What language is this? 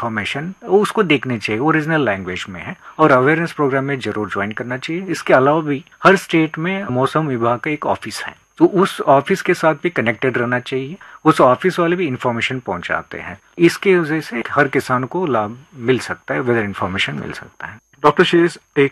Hindi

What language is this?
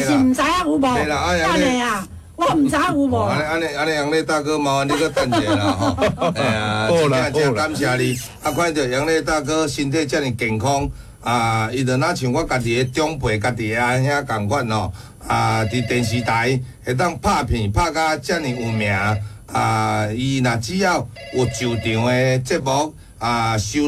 Min Nan Chinese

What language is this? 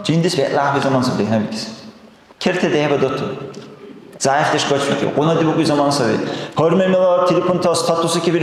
Dargwa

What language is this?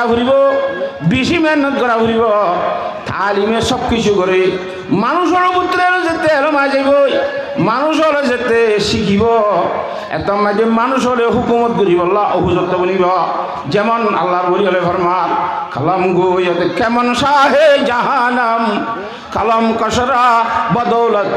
Rohingya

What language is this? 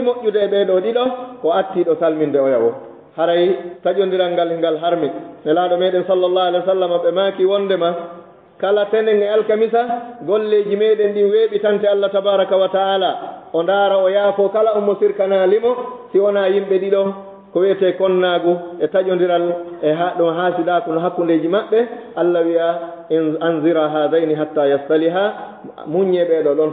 Fula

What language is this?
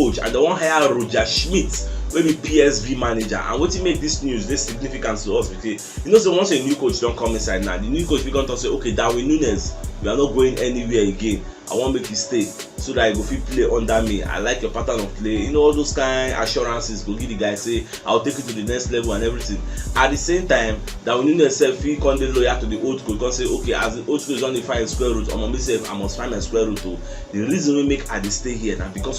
Nigerian Pidgin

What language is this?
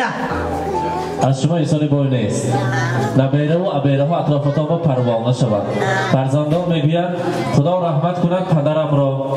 Persian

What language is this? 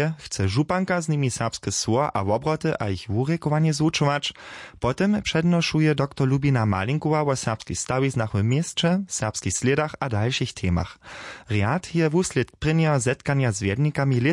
Upper Sorbian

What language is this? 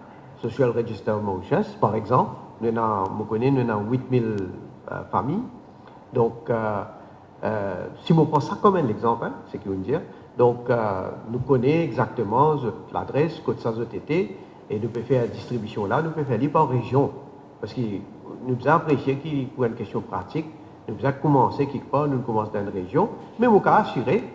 Morisyen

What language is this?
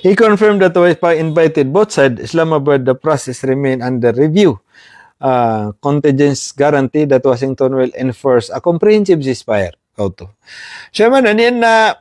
Maranao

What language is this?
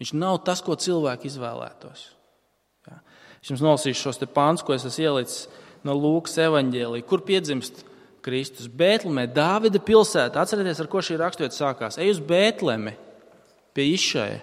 Latvian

